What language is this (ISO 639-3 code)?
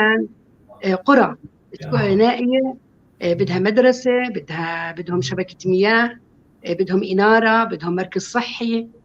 apc